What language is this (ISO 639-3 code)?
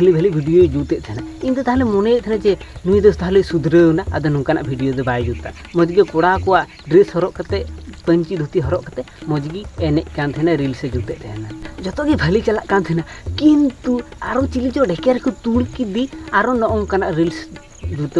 sat